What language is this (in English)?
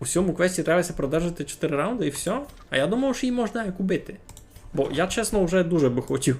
Rusyn